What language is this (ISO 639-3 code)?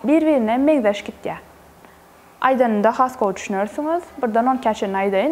tuk